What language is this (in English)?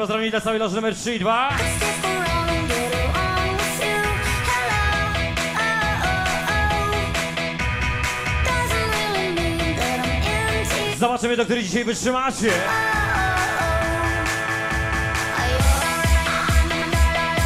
Polish